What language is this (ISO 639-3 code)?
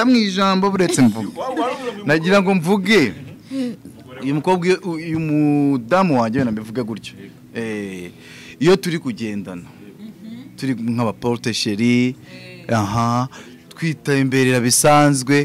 kin